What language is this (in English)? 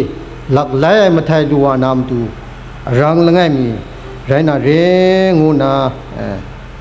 Kachin